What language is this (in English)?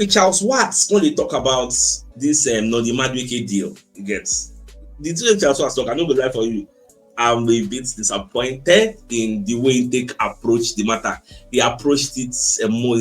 Nigerian Pidgin